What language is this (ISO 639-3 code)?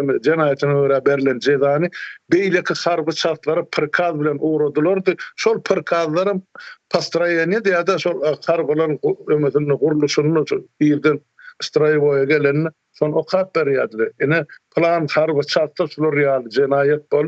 tuk